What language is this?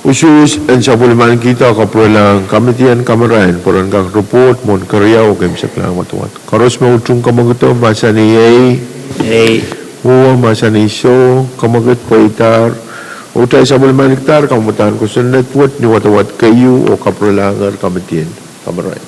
Pohnpeian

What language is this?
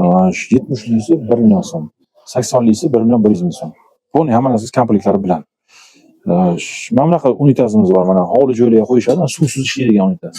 Uzbek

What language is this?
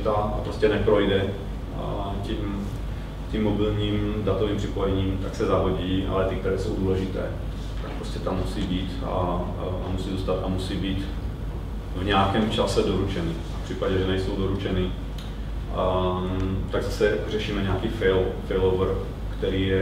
Czech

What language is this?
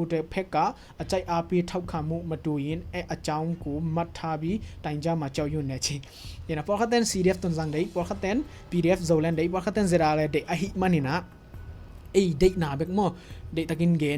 Tedim Chin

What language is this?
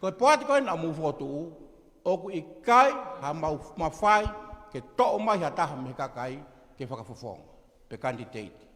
Tongan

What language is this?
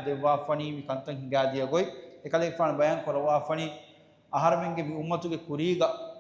Divehi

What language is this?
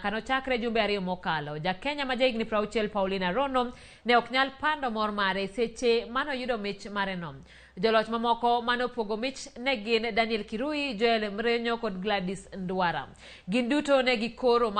Luo (Kenya and Tanzania)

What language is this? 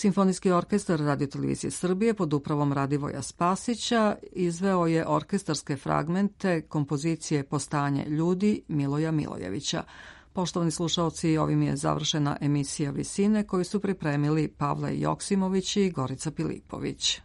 Serbian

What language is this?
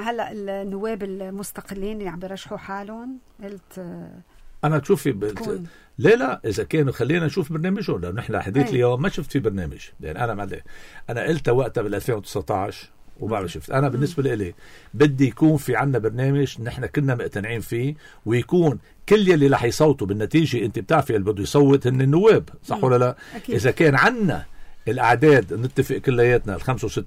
North Levantine Arabic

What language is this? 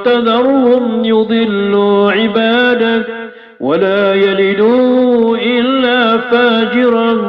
Maranao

